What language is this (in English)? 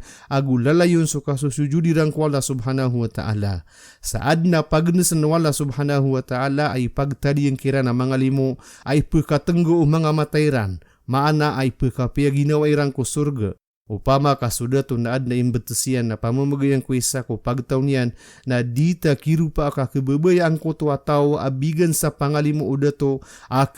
Maranao